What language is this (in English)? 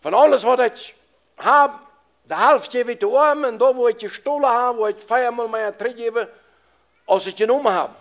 Plautdietsch